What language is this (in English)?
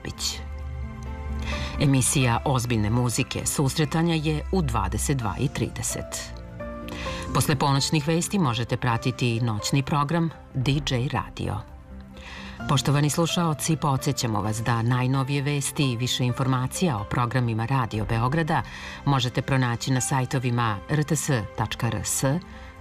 Serbian